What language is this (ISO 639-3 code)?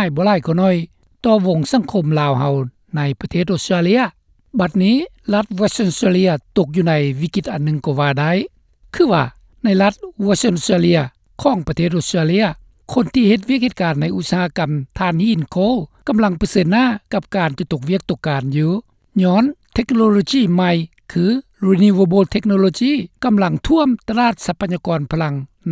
lao